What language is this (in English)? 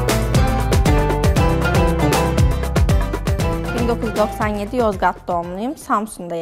Turkish